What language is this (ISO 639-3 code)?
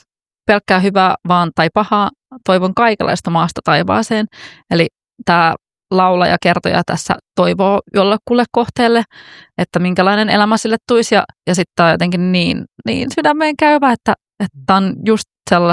fin